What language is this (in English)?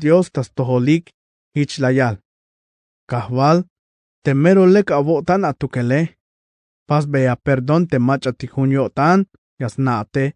Tzeltal